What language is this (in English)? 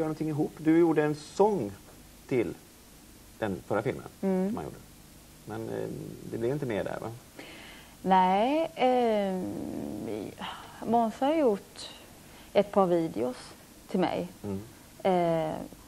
Swedish